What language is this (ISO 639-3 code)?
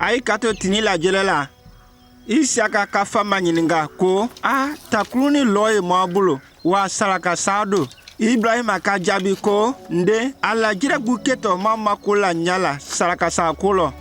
mku